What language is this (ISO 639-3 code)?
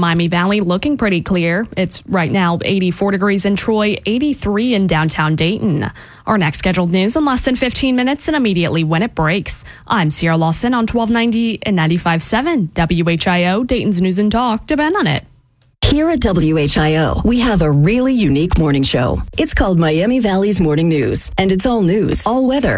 eng